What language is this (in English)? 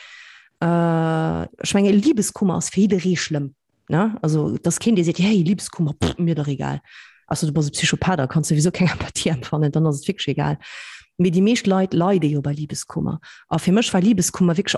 Luxembourgish